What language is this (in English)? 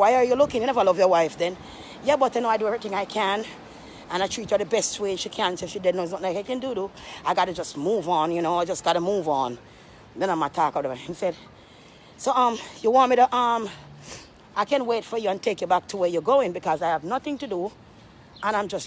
Jamaican Creole English